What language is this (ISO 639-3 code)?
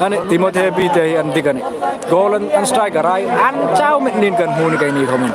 hmr